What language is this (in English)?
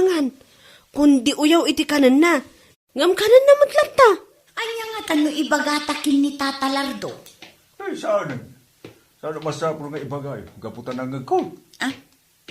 Iloko